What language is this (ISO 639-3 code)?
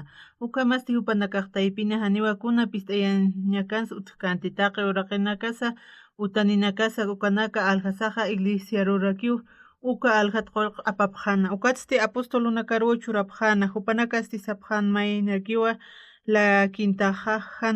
aym